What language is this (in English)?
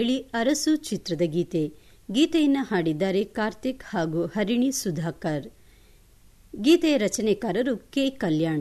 Kannada